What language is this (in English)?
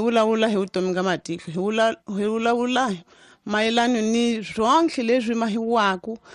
Tsonga